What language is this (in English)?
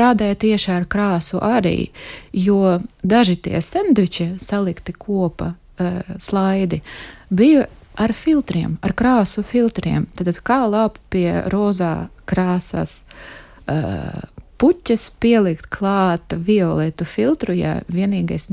Latvian